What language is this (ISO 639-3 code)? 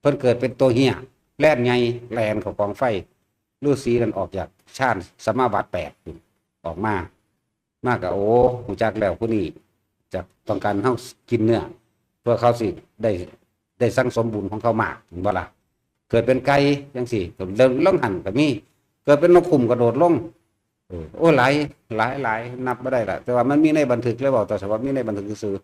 tts